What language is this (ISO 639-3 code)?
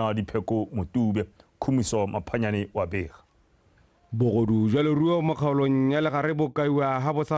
tsn